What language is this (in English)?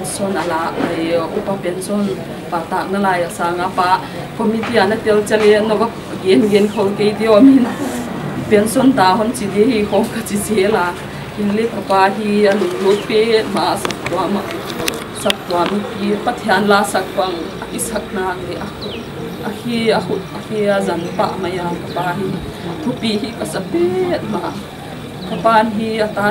Paite Chin